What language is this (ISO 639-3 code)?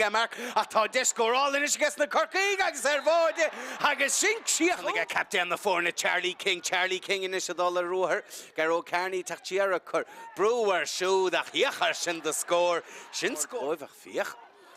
gle